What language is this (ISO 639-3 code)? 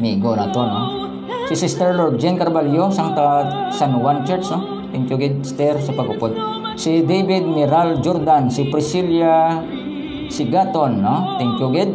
hil